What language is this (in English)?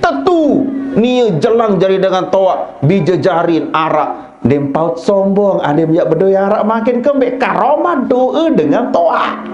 Sasak